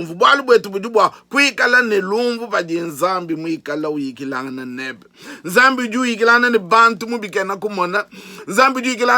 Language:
Luba-Lulua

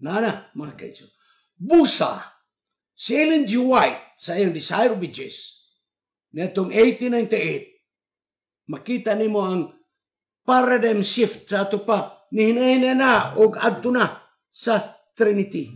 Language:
Cebuano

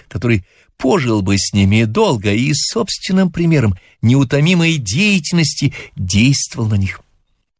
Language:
Russian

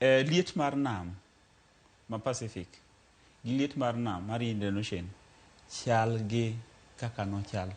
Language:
Luo (Kenya and Tanzania)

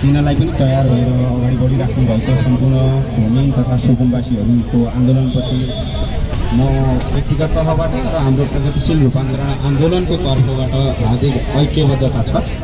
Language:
Nepali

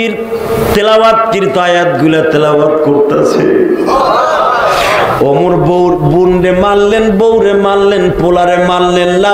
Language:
Bangla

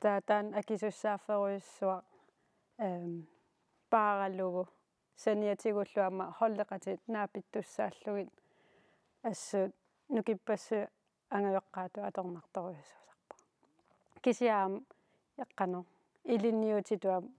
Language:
Kalaallisut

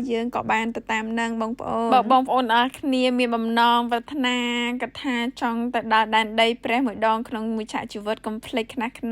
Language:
Khmer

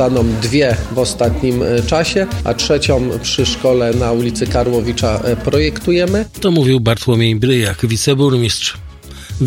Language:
Polish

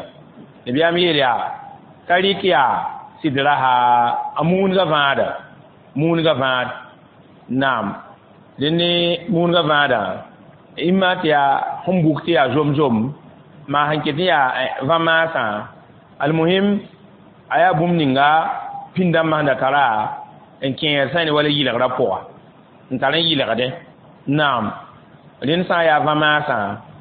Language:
Mossi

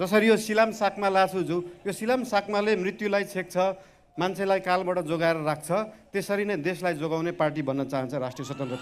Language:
Nepali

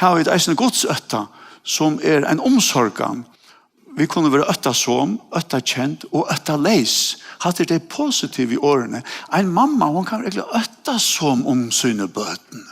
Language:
Faroese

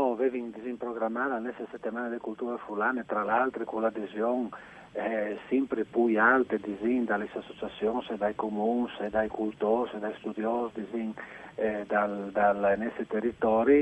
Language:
Friulian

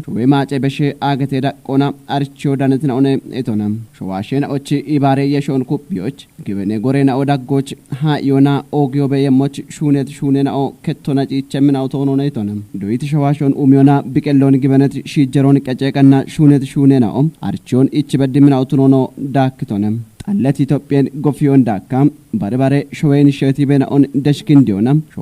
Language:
Kafa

